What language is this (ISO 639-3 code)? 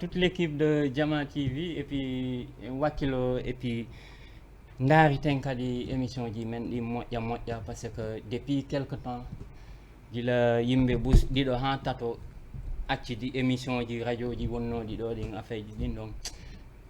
ful